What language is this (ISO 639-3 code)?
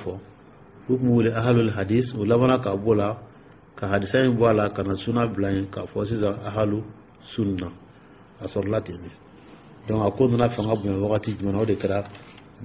dyu